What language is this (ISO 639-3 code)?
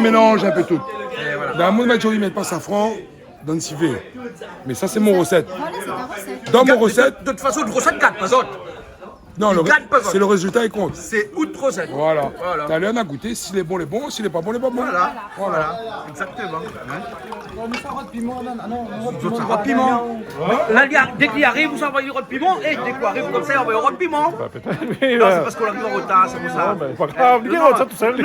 rcf